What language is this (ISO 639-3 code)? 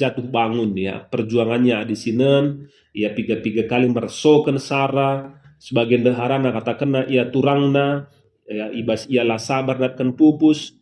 btx